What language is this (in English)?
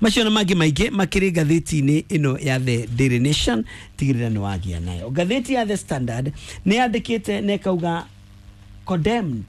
Kikuyu